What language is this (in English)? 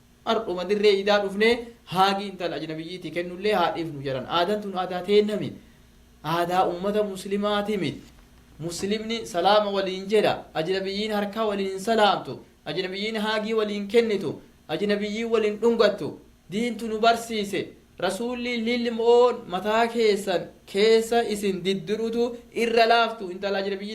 Oromo